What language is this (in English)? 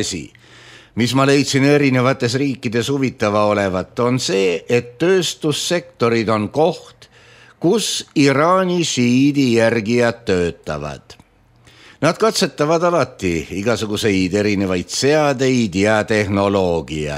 Estonian